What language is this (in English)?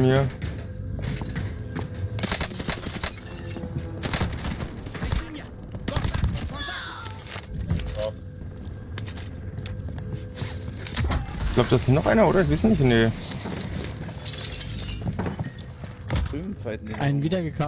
German